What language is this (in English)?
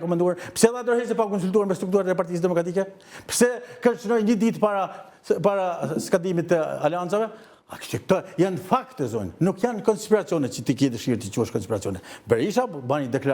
Albanian